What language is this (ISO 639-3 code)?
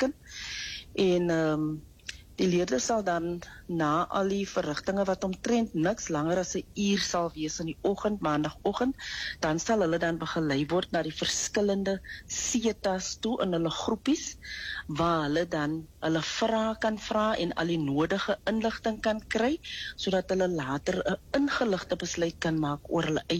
afr